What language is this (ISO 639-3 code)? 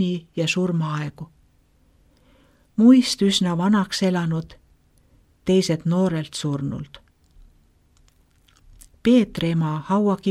est